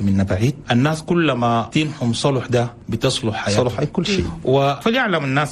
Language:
Chadian Arabic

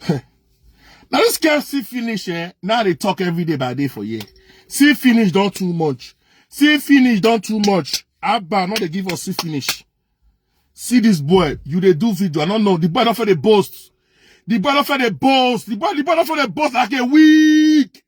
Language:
Nigerian Pidgin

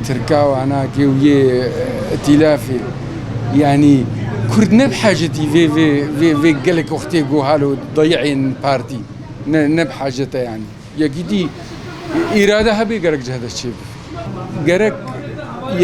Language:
Kurdish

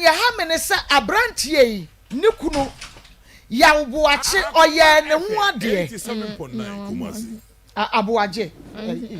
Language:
Akan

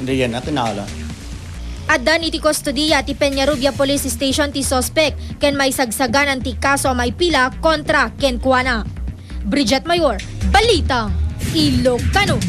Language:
Iloko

